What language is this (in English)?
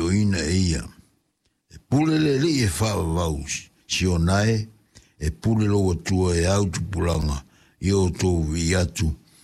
Samoan